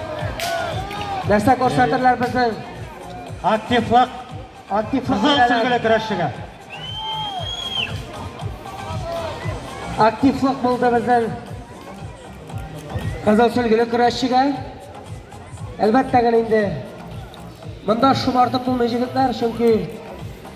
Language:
Tatar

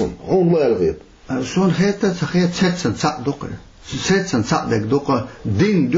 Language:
Chechen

